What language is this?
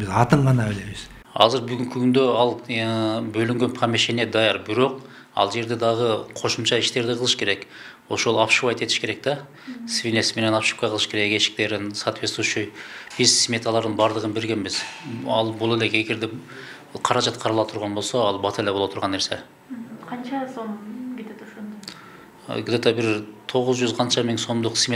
Kyrgyz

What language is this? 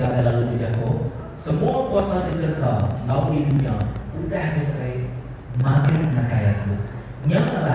Iban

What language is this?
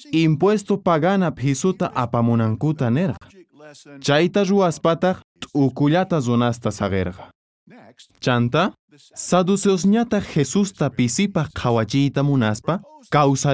South Bolivian Quechua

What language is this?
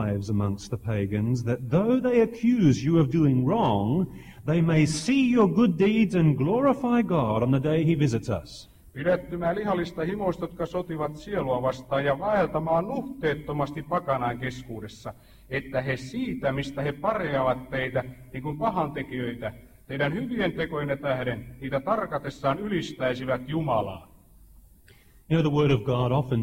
Finnish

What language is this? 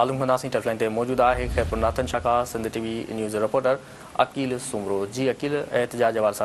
Sindhi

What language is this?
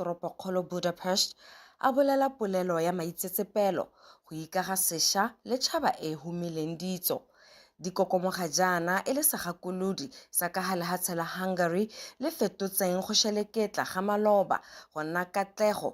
Tswana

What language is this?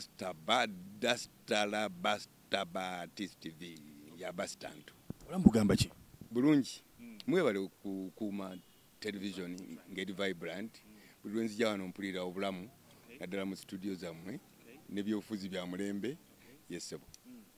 Ganda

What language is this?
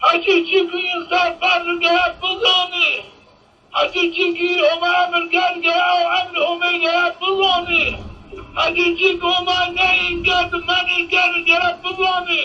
Zaza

